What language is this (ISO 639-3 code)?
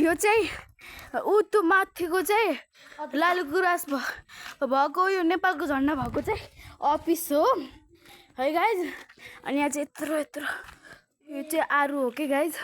nep